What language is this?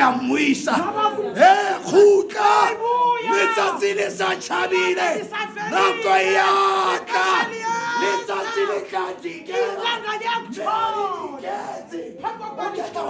Southern Sotho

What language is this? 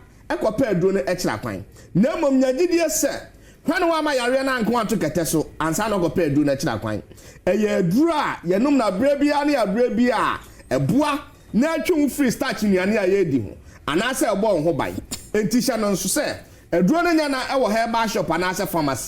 Akan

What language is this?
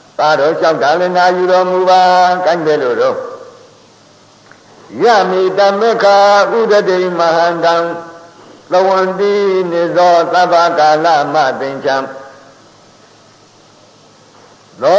Burmese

